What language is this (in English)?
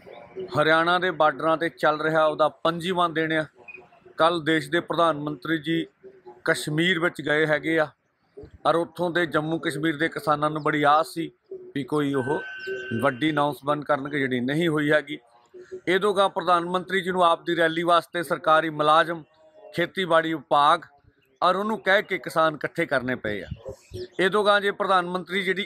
Punjabi